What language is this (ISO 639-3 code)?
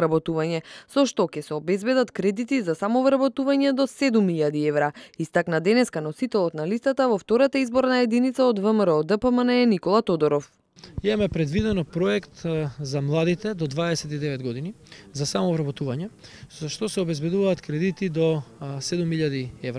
mkd